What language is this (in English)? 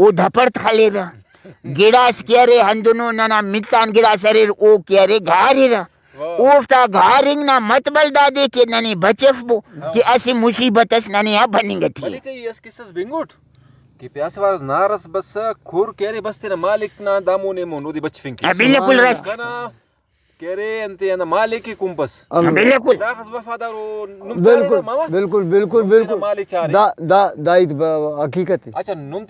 Brahui